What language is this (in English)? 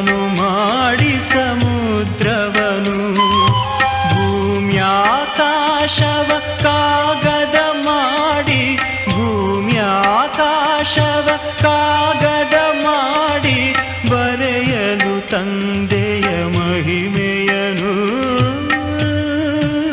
Kannada